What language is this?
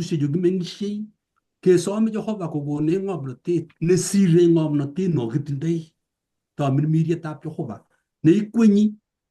Kalenjin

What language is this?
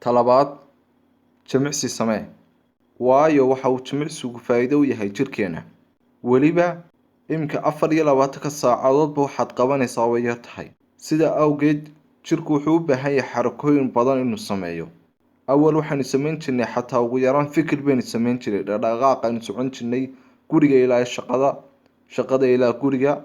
Somali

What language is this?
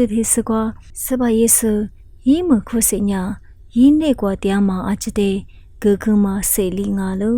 Lisu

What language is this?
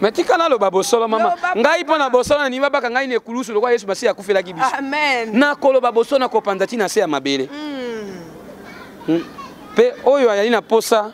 Lingala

